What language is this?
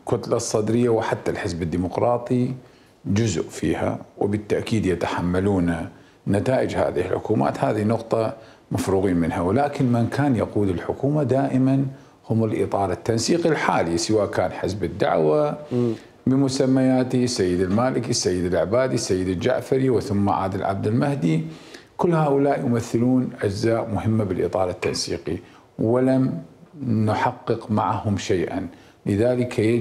Mesopotamian Arabic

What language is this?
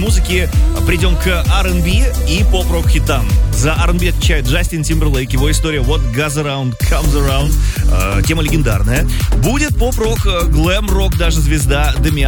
Russian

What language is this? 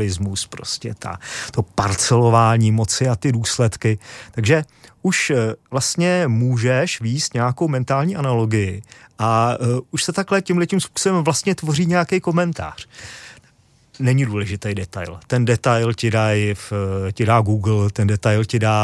Czech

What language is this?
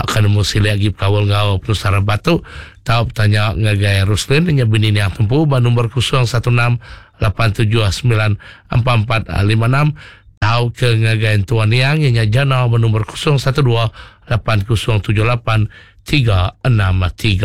Iban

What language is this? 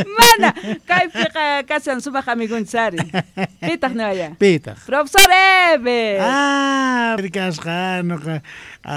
Quechua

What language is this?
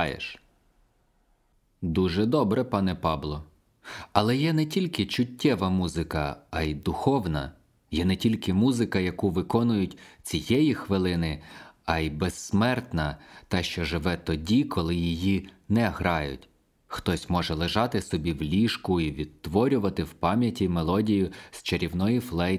Ukrainian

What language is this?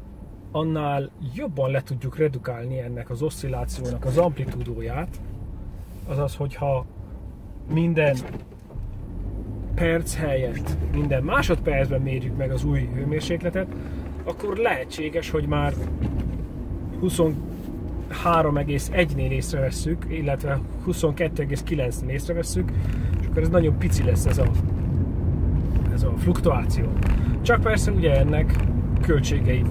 Hungarian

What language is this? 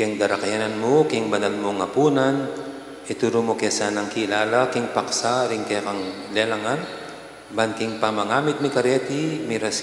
Pampanga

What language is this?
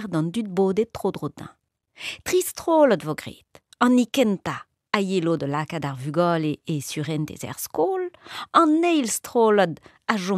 Breton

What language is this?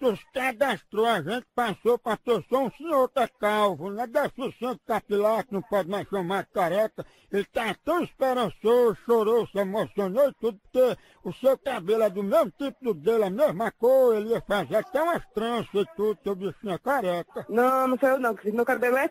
Portuguese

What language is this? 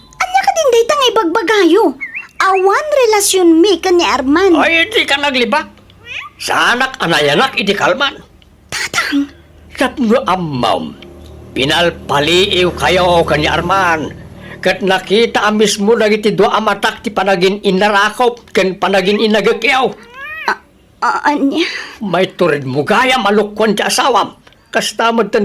Iloko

